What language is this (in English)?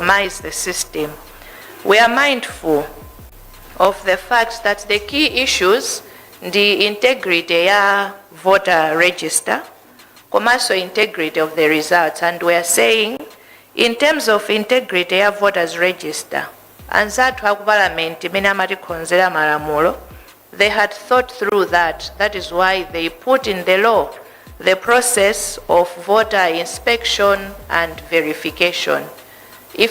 Nyanja